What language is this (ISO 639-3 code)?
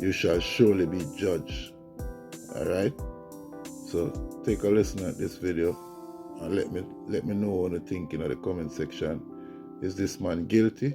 jam